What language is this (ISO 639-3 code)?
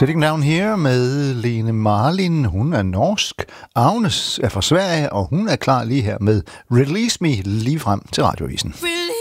dan